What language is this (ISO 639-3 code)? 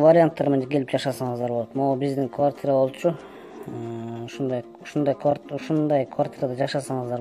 kir